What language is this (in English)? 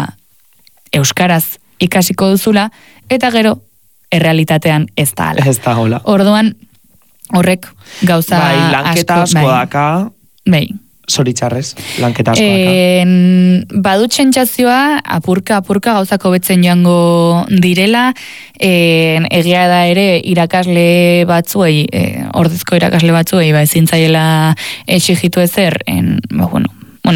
Basque